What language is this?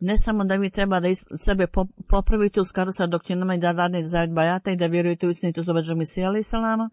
Bosnian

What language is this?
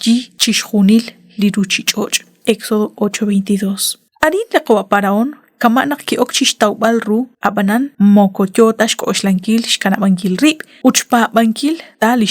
Kekchí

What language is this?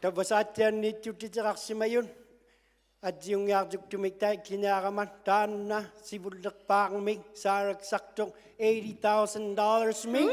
Inuktitut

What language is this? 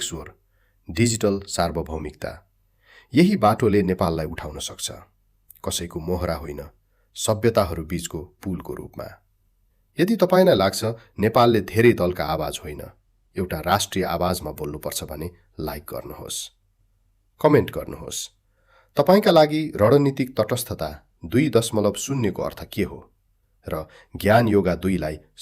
Nepali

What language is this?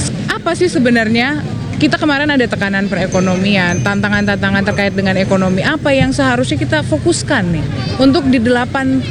Indonesian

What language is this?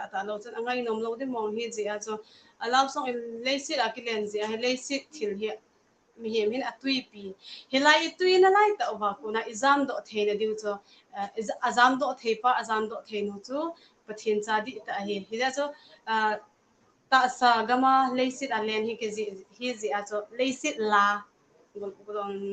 Hmar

